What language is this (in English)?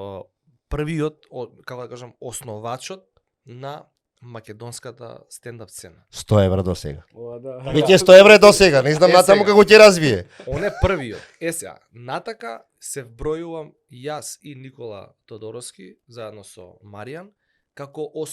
Macedonian